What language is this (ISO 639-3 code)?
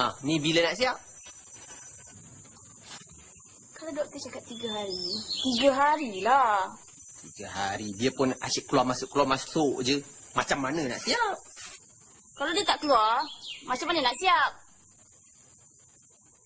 msa